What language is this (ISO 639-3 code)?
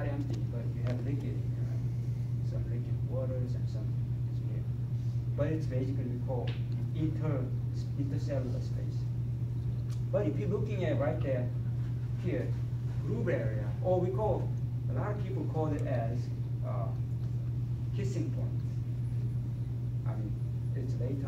eng